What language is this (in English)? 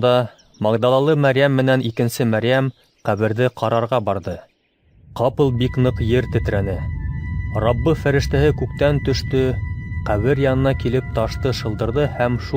Bashkir